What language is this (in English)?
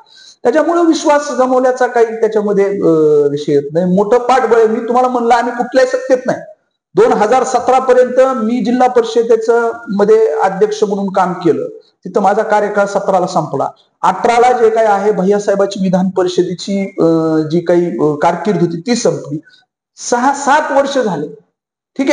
Marathi